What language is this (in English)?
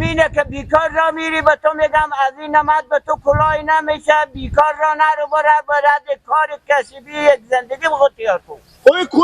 Persian